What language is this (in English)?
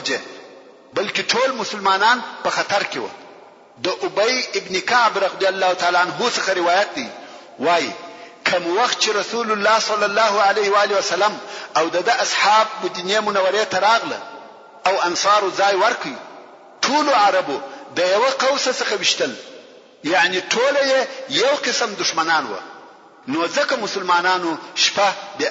Pashto